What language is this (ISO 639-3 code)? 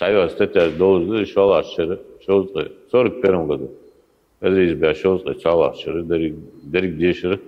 inh